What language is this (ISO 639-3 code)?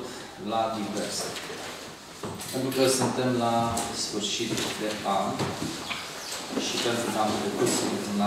ron